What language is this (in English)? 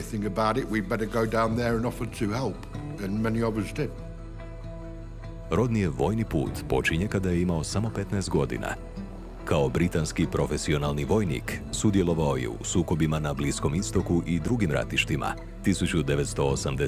Croatian